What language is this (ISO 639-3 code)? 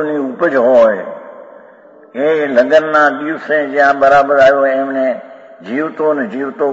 guj